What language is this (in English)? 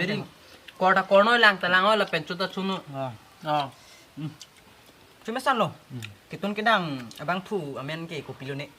Karbi